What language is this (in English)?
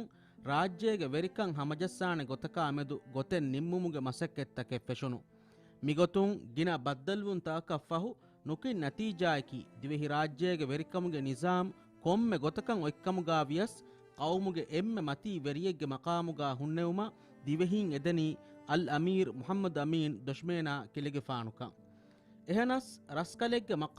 Divehi